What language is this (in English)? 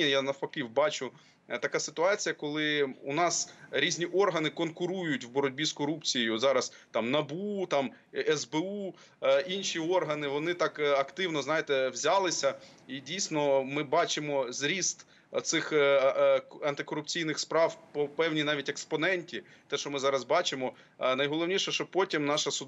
Ukrainian